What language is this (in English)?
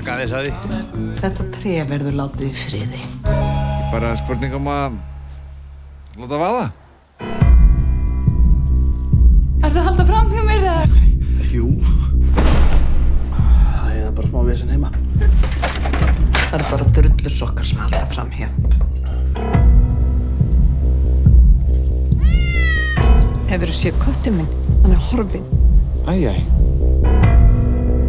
Icelandic